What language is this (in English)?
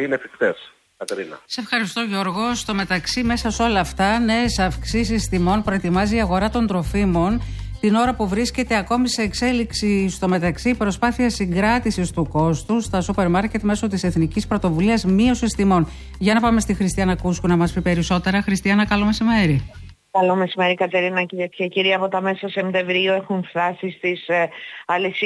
Greek